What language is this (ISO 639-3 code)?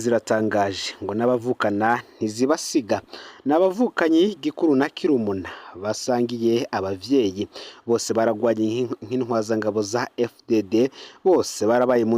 run